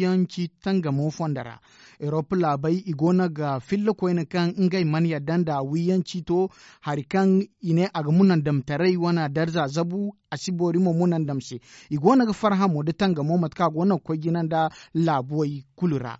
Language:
Zarma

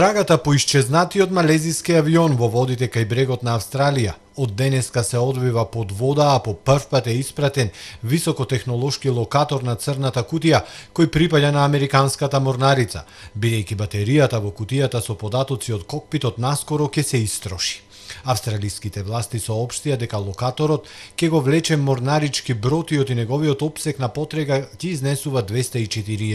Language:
Macedonian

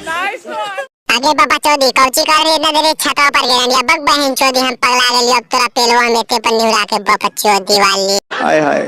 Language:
Magahi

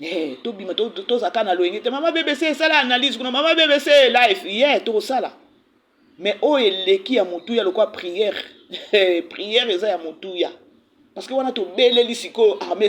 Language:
Lingala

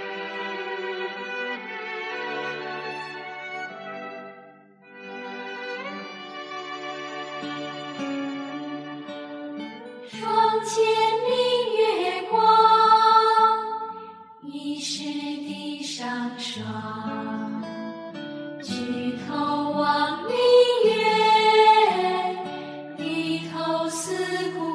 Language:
Chinese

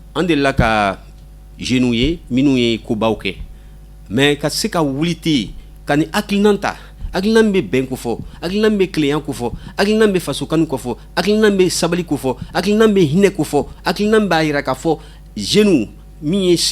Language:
Bambara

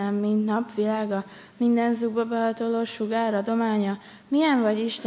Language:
Hungarian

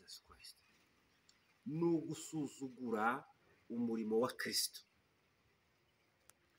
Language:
Kinyarwanda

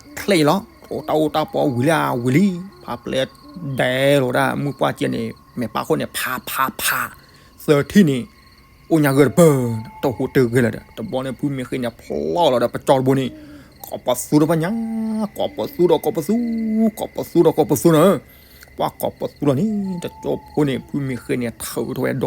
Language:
S'gaw Karen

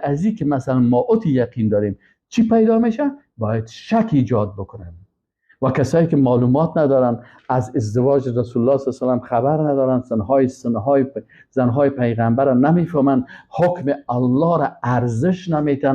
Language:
Persian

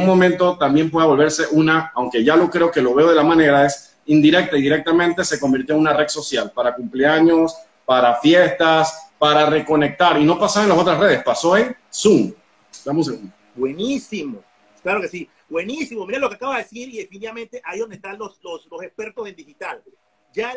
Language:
Spanish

